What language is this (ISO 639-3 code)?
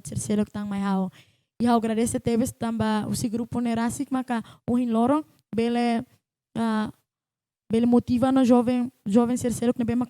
tet